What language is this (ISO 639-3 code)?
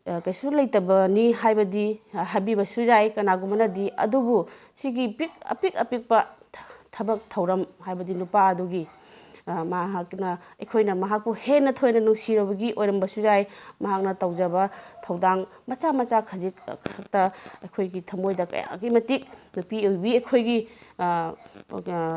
mni